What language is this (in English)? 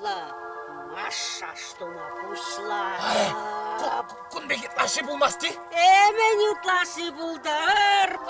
Chuvash